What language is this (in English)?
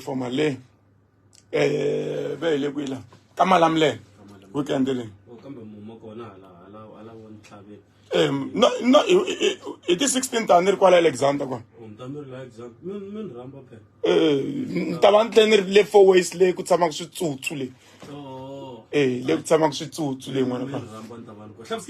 Tsonga